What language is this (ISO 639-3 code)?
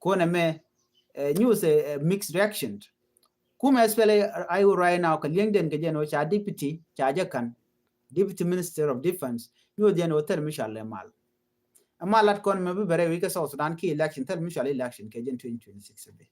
nus